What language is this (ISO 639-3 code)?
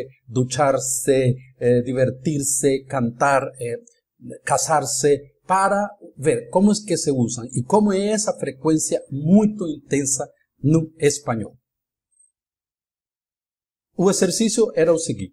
por